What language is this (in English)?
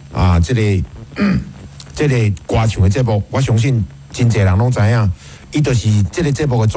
Min Nan Chinese